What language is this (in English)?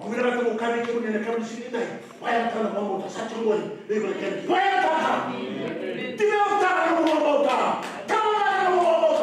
Fijian